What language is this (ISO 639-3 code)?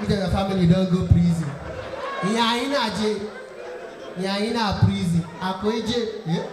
pcm